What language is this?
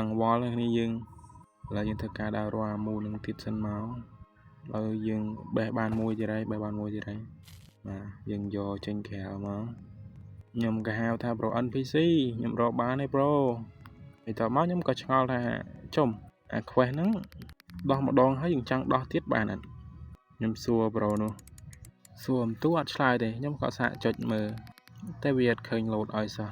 Khmer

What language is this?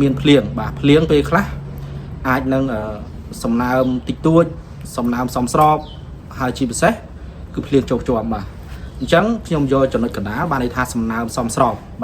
Khmer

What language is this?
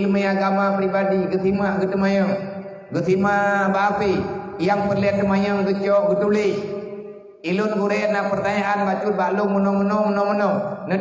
Achinese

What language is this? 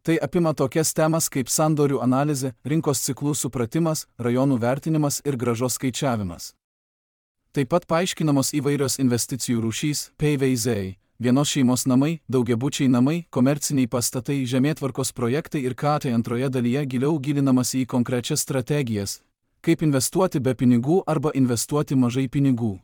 Lithuanian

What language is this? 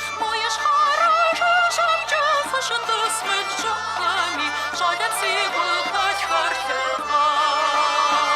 Kabardian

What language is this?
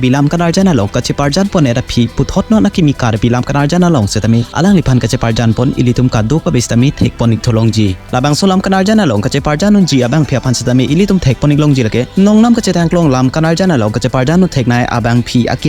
Karbi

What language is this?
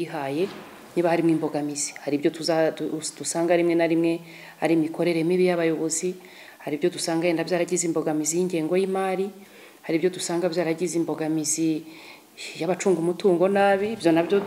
Kinyarwanda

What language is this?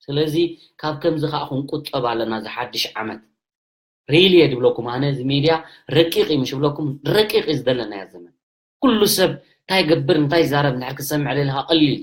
Tigrinya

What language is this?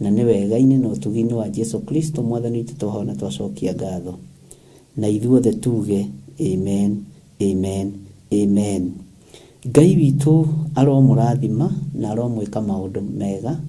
Kikuyu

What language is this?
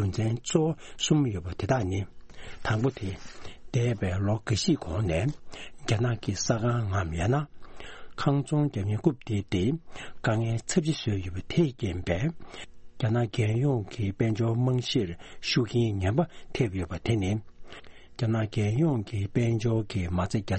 Tibetan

